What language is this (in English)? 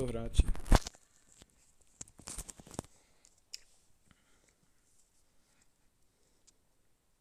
Czech